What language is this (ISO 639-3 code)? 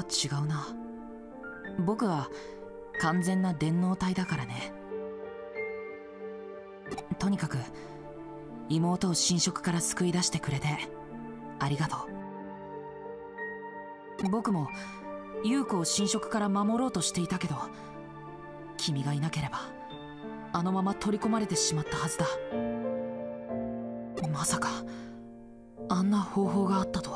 jpn